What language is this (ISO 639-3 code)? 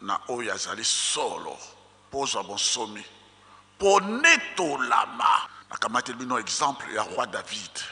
lin